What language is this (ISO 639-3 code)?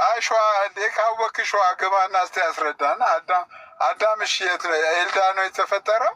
amh